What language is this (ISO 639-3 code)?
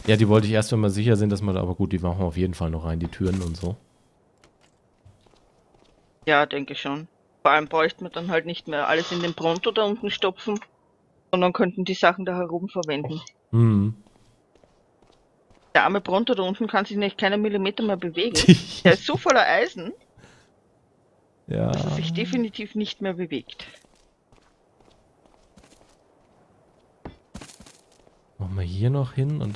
deu